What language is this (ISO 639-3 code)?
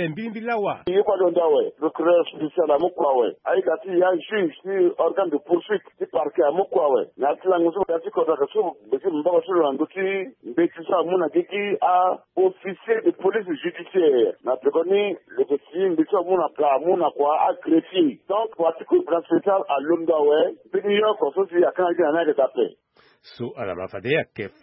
sag